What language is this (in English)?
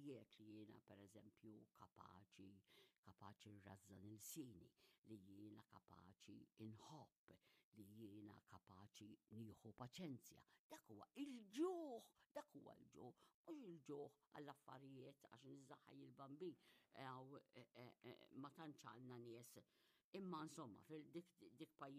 Maltese